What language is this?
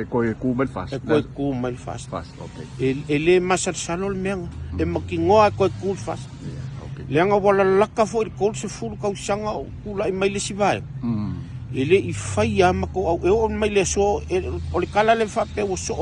Samoan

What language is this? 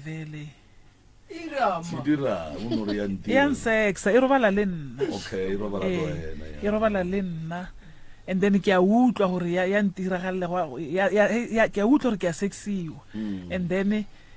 Northern Sotho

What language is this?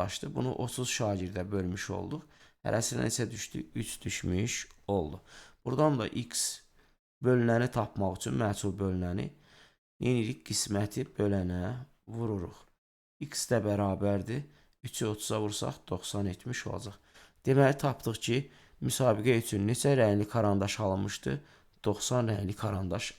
Azerbaijani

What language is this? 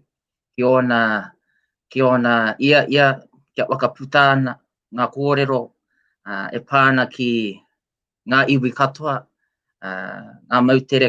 Māori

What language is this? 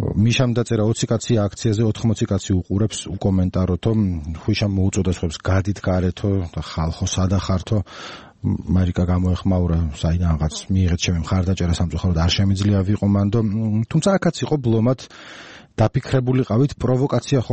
Georgian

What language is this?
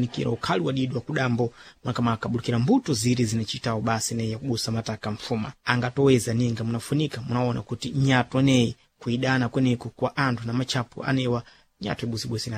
Sena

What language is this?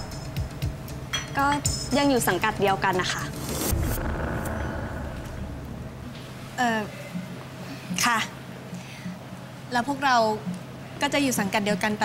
Thai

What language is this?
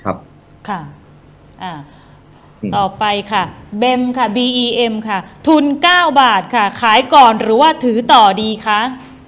Thai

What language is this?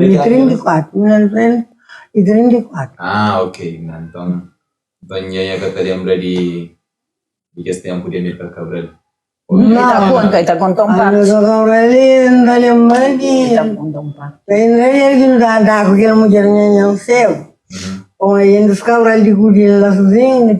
Kabuverdianu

